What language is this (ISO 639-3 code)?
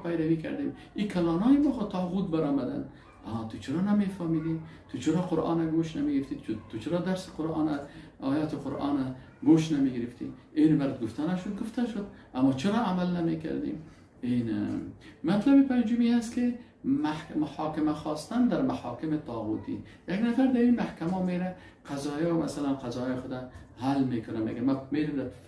fas